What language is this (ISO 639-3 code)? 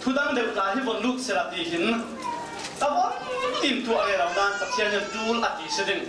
cfm